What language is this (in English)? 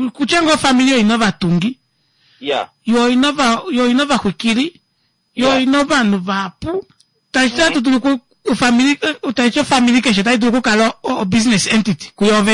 Kuanyama